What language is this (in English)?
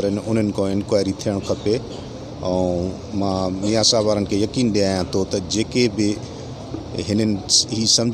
Sindhi